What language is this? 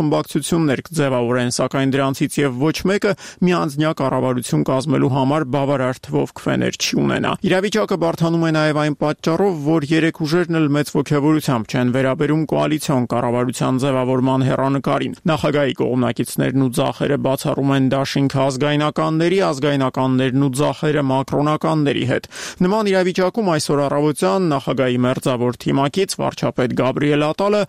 Armenian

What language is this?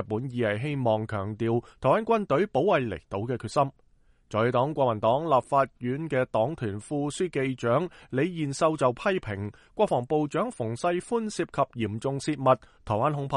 Cantonese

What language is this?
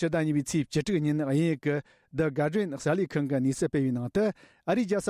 Tibetan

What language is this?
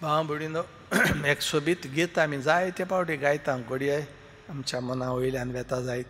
Konkani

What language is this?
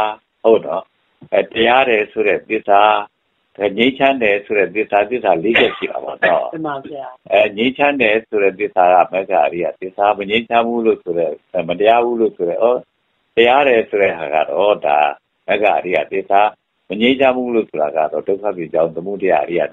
Burmese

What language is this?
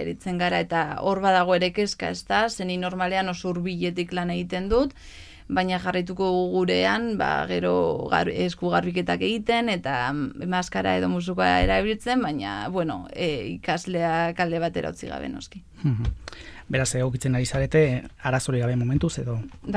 Basque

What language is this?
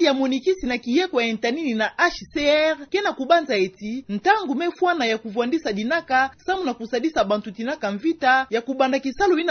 Kituba (Democratic Republic of Congo)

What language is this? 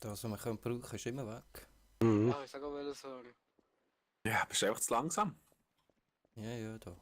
Swiss German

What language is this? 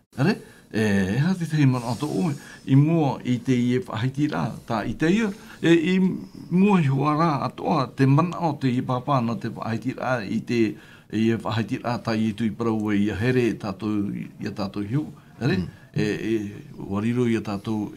Tahitian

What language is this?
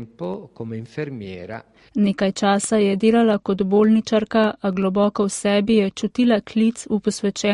Slovenian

